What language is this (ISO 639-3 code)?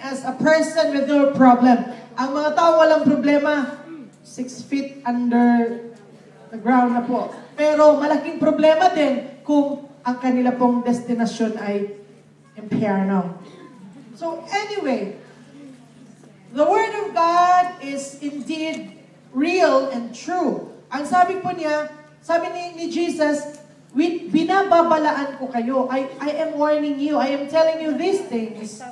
fil